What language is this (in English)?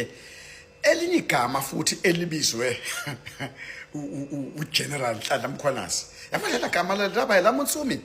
Zulu